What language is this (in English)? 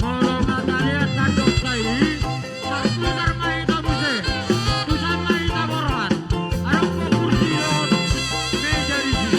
Batak Toba